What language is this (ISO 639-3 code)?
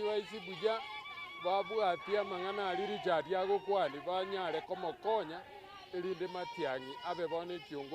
guz